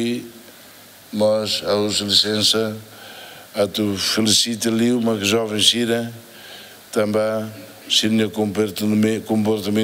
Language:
Tetum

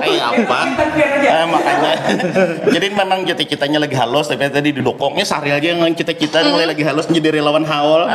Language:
Banjar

